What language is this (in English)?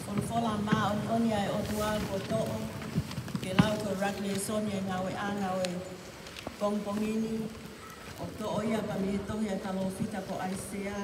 Tongan